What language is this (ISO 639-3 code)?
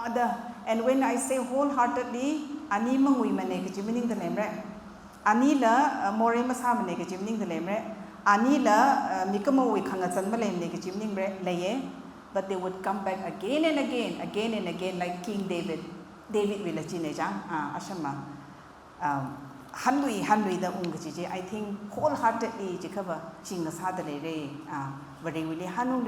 nmf